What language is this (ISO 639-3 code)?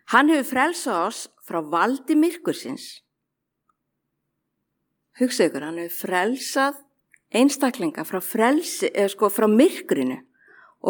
isl